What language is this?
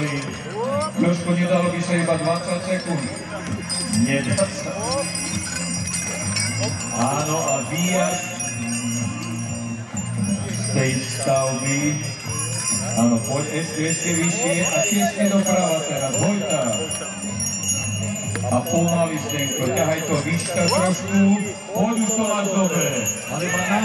Slovak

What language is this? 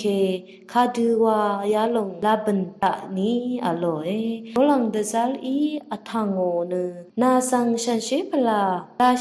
Rawang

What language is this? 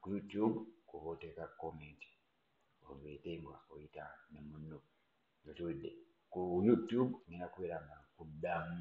Ganda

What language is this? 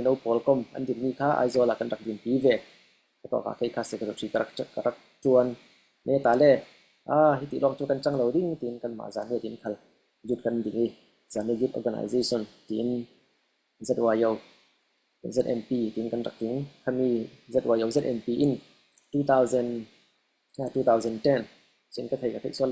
Falam Chin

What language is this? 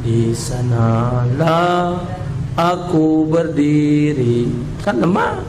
Musi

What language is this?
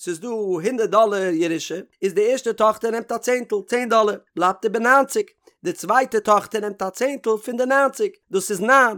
Yiddish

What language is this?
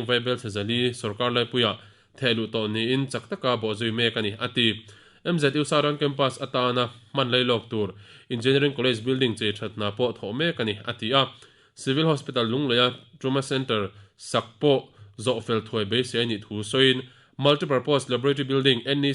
Mizo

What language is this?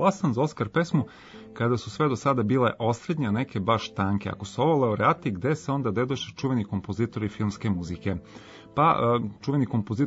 Serbian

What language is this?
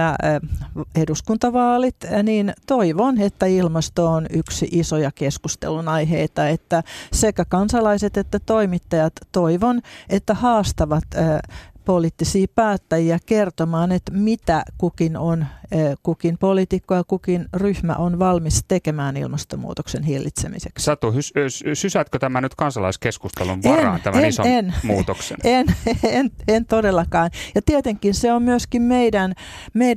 Finnish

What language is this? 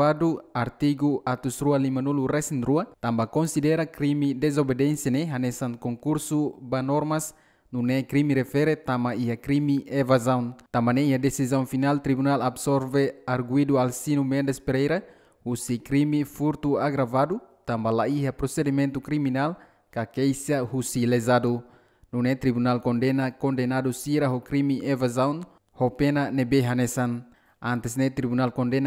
Tetum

